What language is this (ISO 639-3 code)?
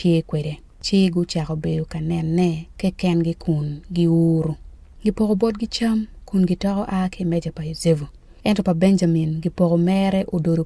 ach